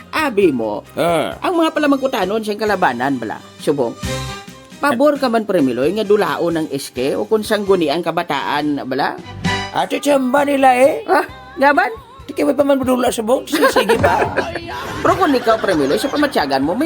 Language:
Hiligaynon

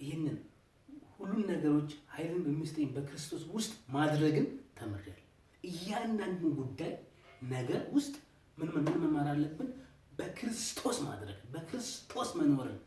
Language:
Amharic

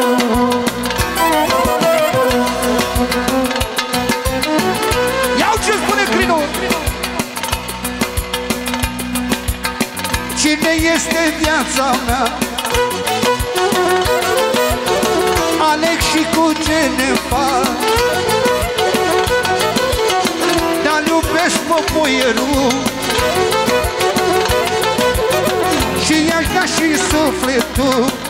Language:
Romanian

